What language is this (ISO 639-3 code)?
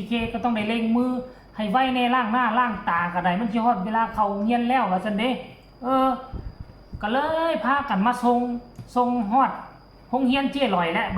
tts